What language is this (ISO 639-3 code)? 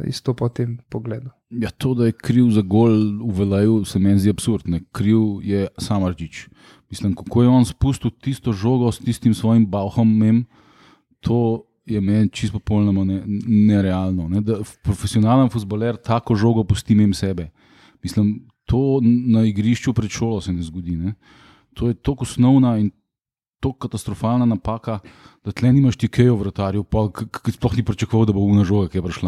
slv